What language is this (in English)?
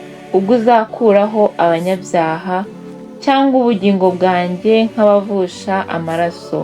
Kinyarwanda